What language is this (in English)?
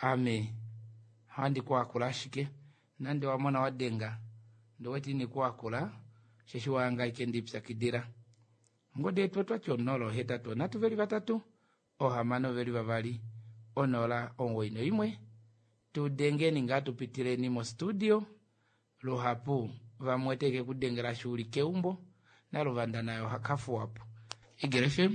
Kuanyama